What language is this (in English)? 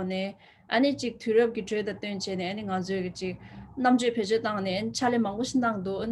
Tibetan